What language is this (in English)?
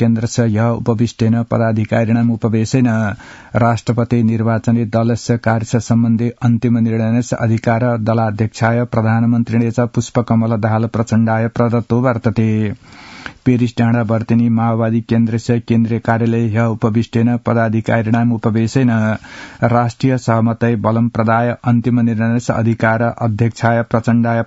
Sanskrit